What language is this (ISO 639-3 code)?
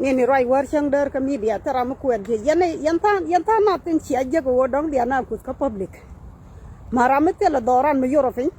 nus